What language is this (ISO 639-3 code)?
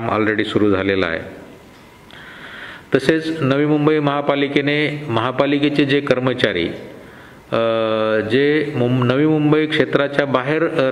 mar